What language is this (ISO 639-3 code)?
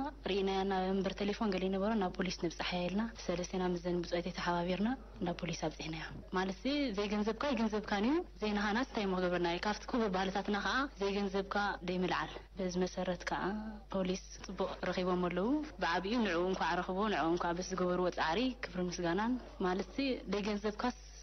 tir